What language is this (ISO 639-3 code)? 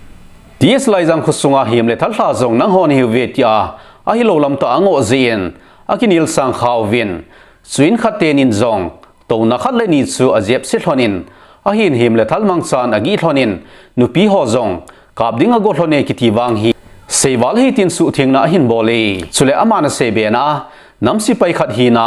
tcz